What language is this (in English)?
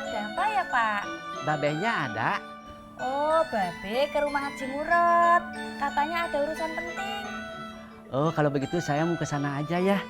Betawi